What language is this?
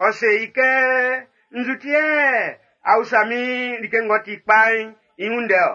Baoulé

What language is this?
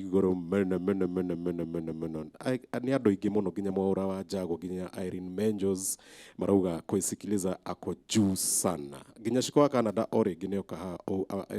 Kikuyu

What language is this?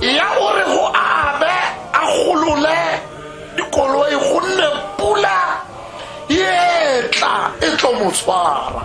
Tswana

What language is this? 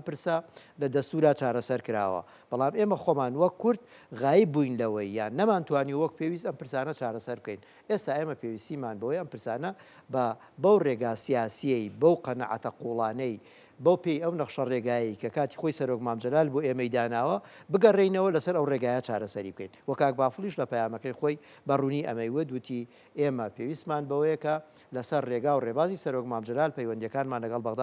Central Kurdish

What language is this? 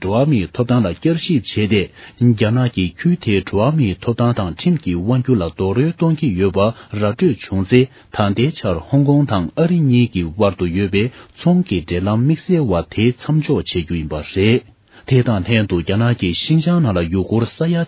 Tibetan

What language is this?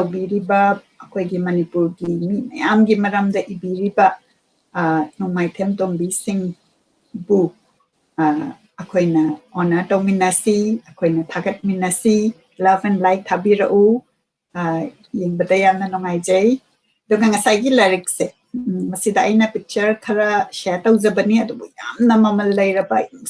Manipuri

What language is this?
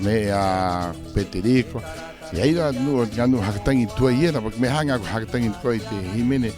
Rapanui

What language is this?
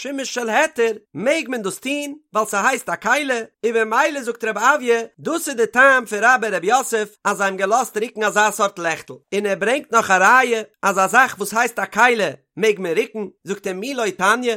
Yiddish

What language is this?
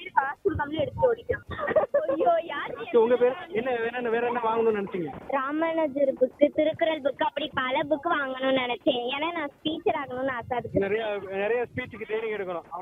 Tamil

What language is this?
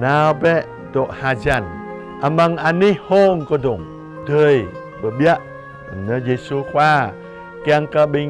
Jarai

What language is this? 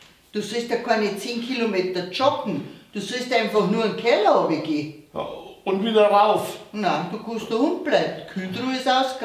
Bavarian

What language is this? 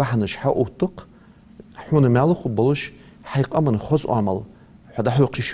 Ingush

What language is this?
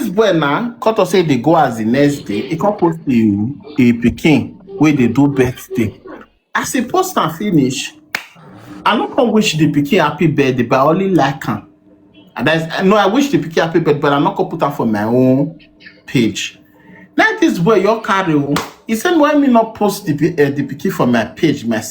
Nigerian Pidgin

